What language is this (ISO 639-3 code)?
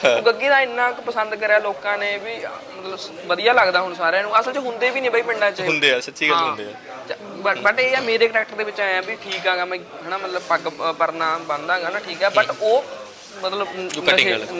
pan